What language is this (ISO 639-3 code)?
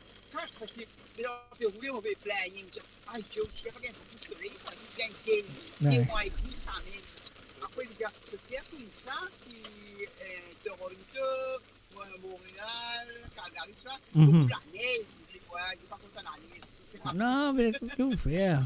mfe